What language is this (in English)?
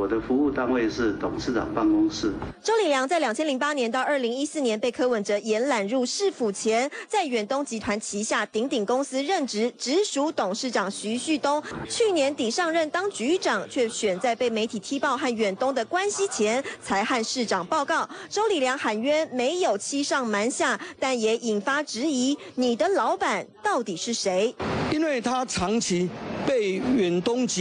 Chinese